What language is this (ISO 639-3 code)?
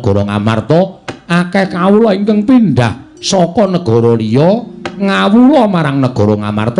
jav